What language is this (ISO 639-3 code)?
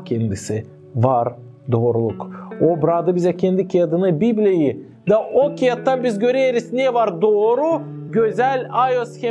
gag